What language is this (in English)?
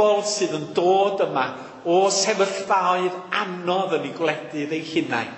Welsh